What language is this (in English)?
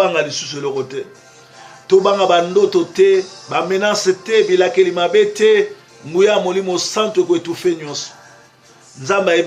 Lingala